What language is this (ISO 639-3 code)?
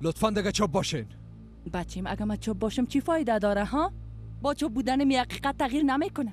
fas